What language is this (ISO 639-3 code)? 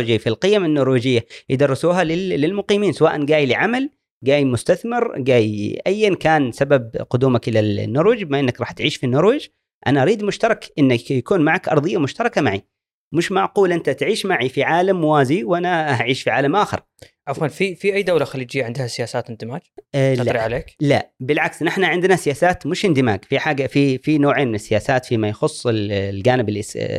afb